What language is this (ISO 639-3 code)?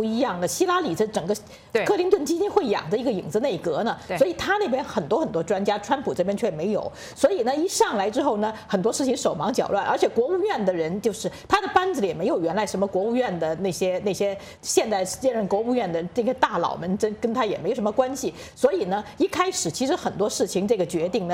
zho